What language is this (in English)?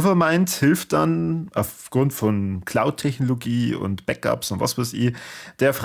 German